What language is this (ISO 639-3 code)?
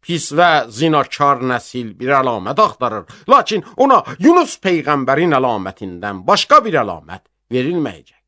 aze